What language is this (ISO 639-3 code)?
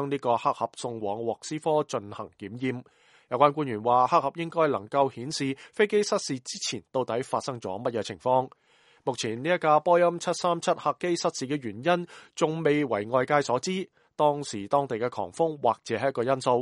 yue